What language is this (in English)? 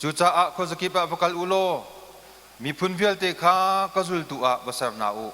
Hakha Chin